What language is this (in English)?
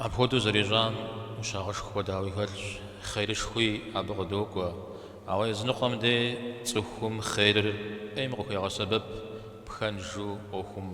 Kabardian